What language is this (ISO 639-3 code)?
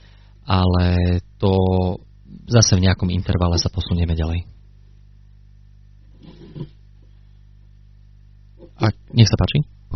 slk